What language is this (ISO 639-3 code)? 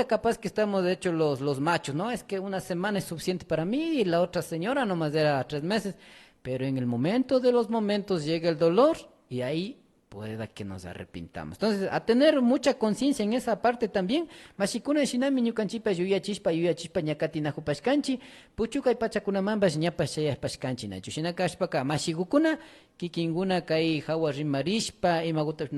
qvi